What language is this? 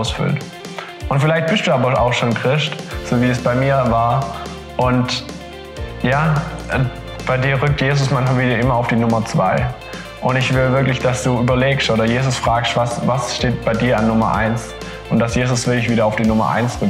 Swiss German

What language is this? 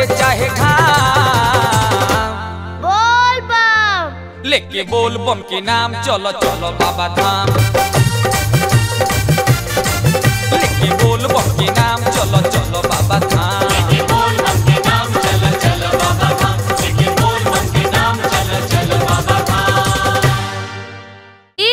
Bhojpuri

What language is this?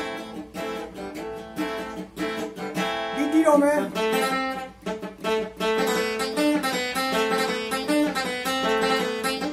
Burmese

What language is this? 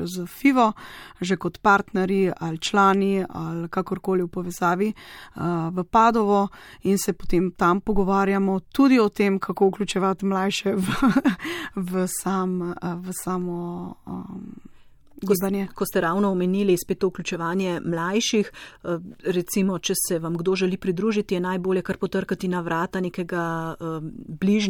Slovenian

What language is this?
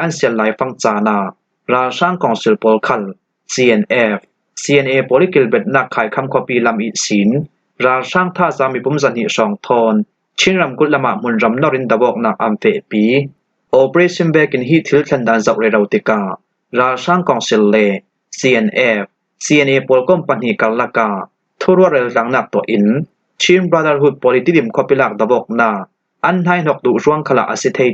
Falam Chin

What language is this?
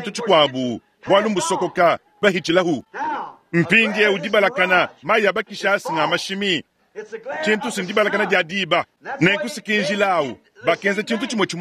Luba-Lulua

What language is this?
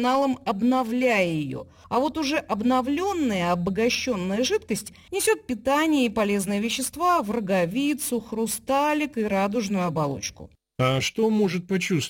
Russian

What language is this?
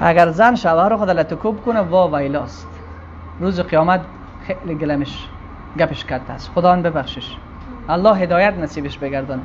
Tajik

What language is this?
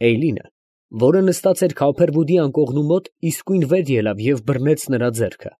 Armenian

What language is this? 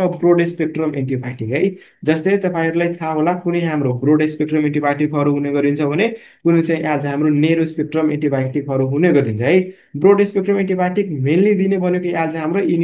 Nepali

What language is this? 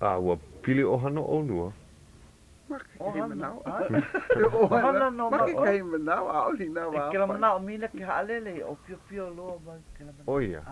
Hawaiian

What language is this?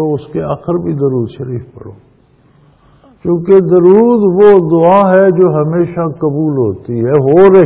Urdu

